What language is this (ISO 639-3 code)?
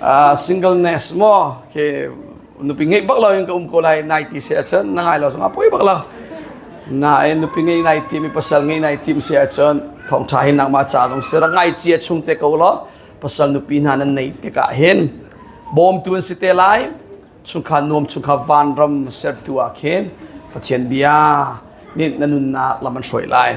cnh